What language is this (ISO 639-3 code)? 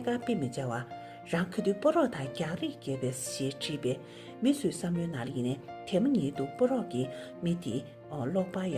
bod